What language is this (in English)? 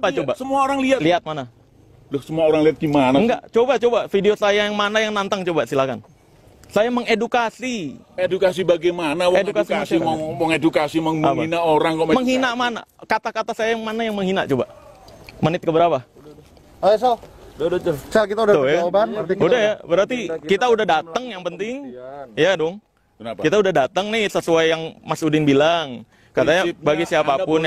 Indonesian